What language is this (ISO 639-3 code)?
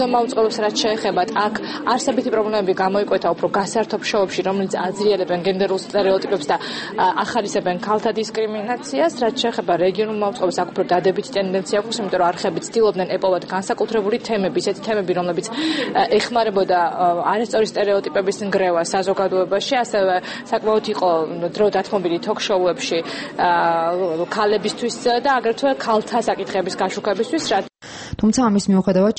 kat